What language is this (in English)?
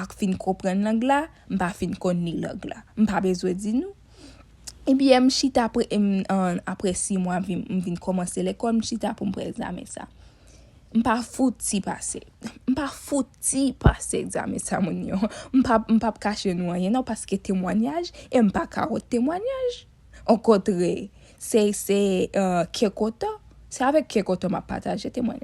Haitian Creole